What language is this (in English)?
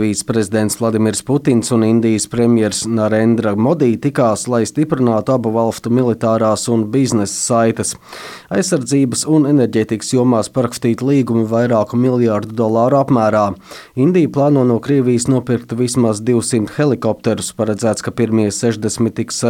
Latvian